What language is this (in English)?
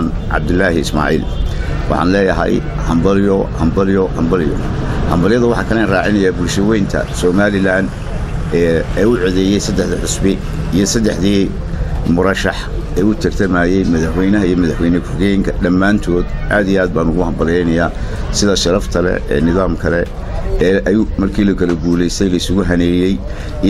Somali